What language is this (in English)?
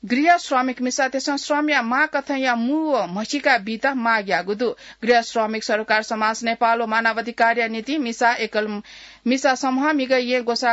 Newari